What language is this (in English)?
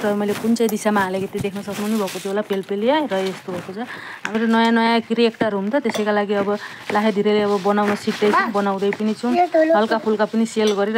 Nepali